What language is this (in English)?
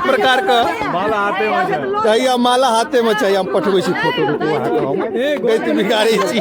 Maithili